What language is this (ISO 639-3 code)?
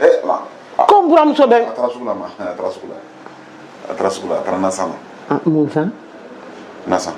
bam